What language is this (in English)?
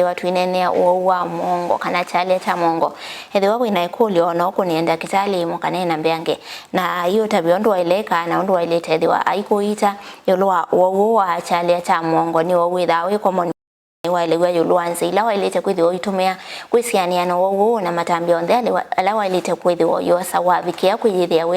Kamba